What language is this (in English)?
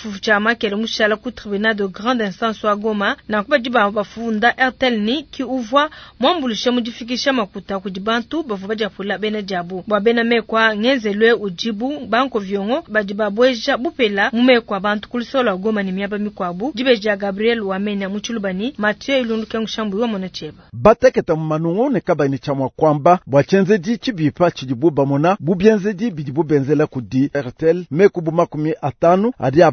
Luba-Lulua